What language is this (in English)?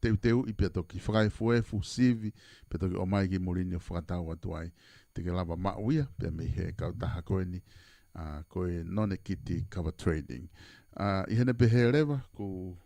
Tongan